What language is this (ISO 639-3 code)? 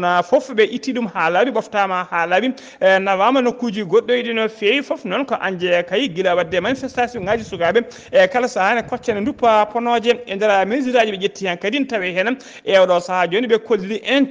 ful